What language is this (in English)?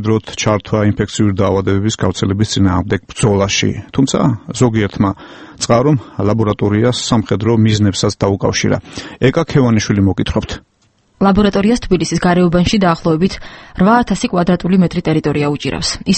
Georgian